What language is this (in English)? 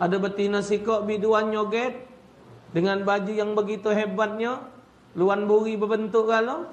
Musi